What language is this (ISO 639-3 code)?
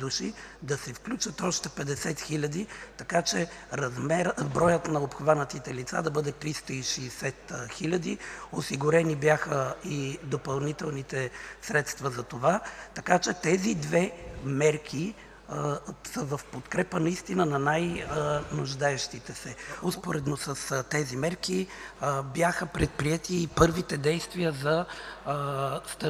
bul